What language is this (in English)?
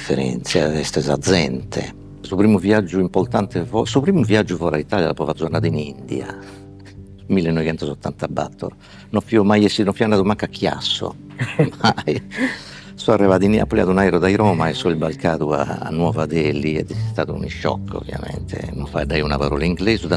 Sardinian